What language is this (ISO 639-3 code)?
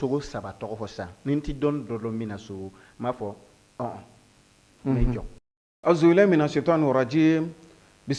bam